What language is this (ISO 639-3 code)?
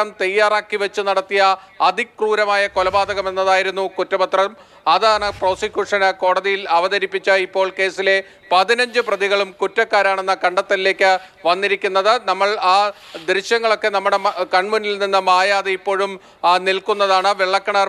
mal